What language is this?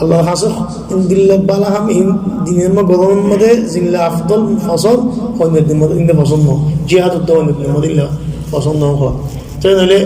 Rohingya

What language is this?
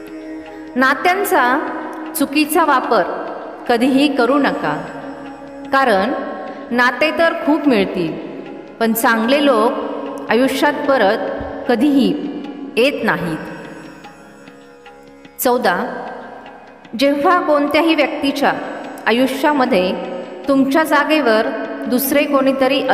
Marathi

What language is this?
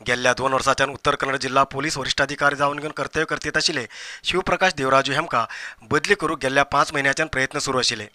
Konkani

